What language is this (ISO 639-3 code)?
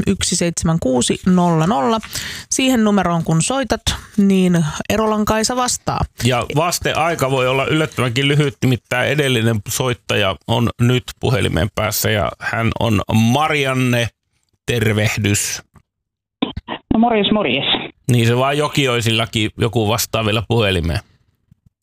fin